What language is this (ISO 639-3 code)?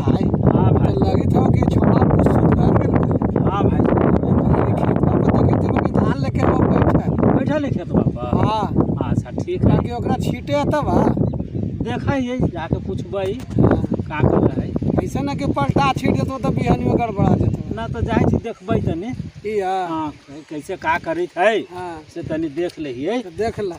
mag